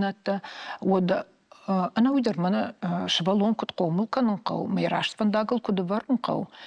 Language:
Ossetic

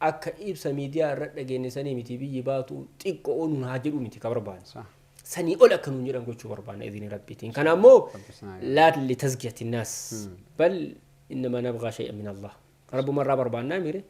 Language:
Oromo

